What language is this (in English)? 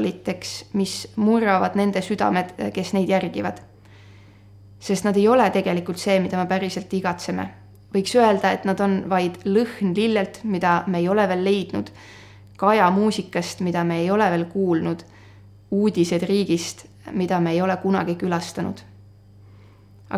Estonian